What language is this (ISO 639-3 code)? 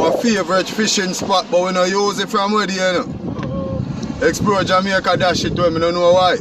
jam